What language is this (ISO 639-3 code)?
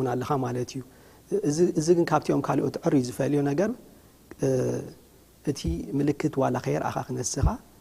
tir